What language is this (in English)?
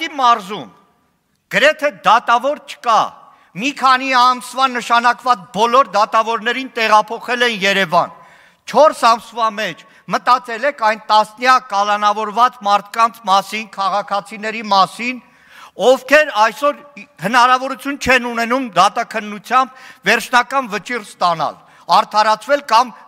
Armenian